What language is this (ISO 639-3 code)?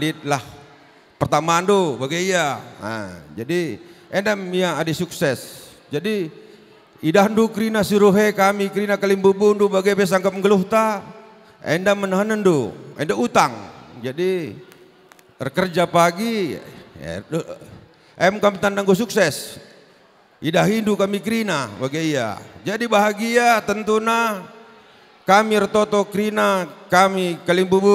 btx